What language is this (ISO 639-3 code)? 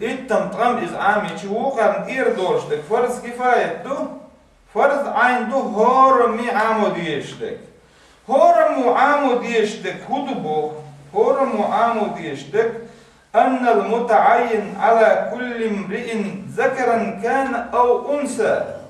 che